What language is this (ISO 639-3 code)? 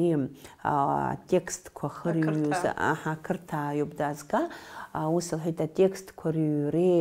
abk